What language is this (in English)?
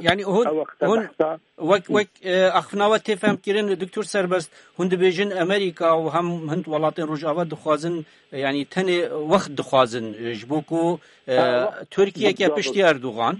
Kurdish